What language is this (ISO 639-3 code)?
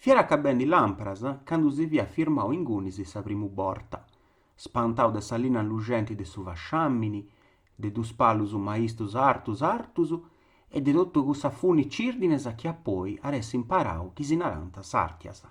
srd